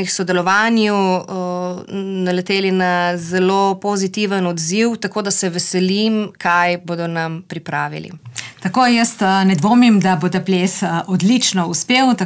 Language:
Slovenian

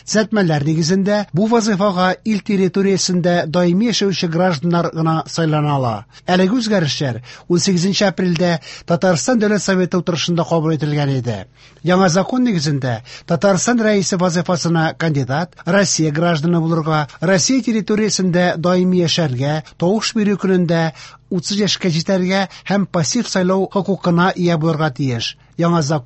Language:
Tatar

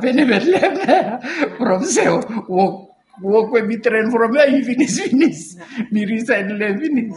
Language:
Bislama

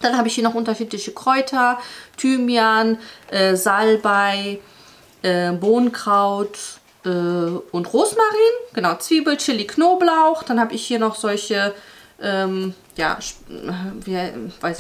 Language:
German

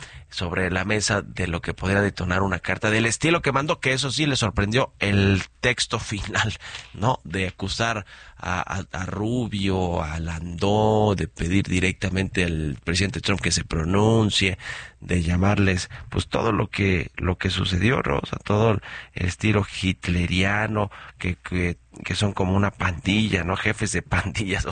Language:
Spanish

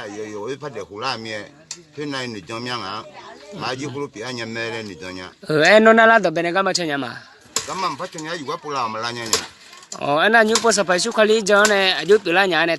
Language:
Akha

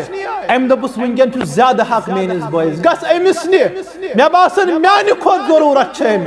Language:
Kashmiri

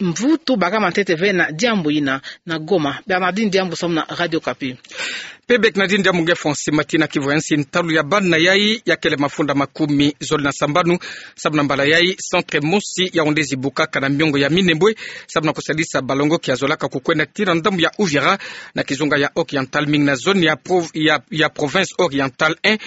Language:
Kituba (Democratic Republic of Congo)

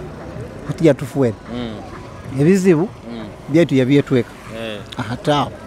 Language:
Nyoro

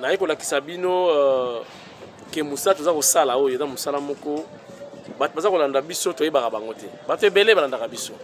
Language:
Lingala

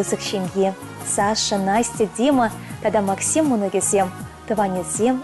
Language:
Chuvash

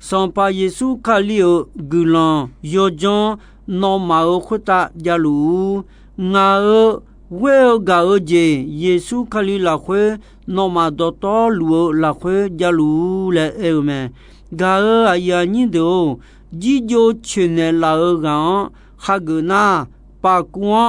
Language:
Akha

